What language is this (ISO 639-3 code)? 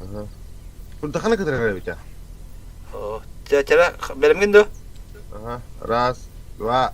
sah